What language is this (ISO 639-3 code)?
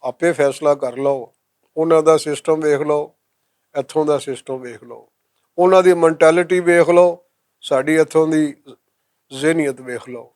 lah